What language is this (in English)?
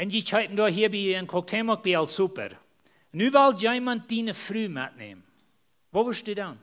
Plautdietsch